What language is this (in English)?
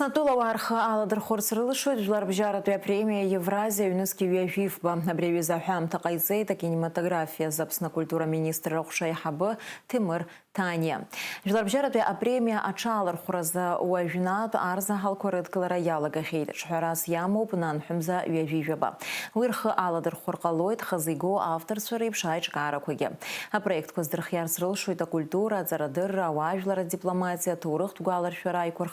Abkhazian